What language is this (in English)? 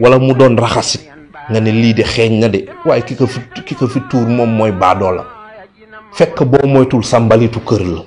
Wolof